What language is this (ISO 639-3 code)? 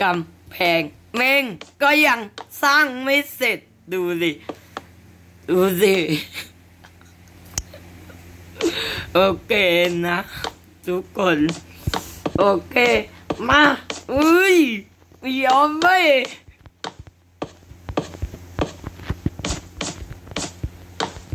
tha